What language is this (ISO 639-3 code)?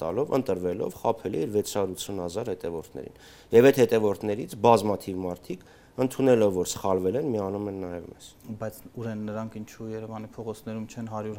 hye